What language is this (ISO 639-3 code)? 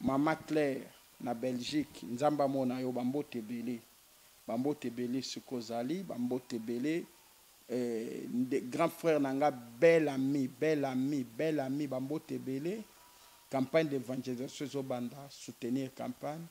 lin